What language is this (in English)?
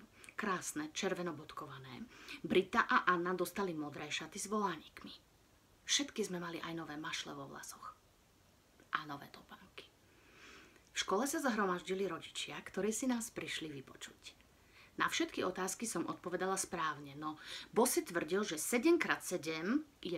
Slovak